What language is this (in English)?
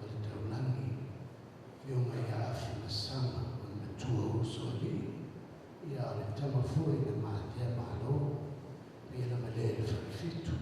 Samoan